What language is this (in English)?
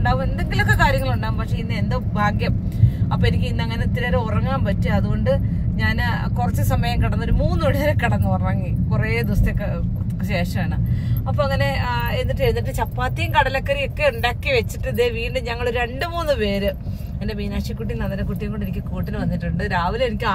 Malayalam